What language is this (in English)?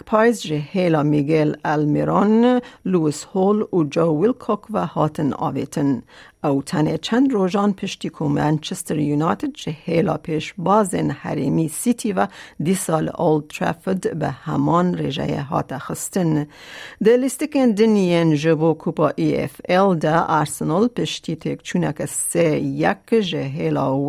Kurdish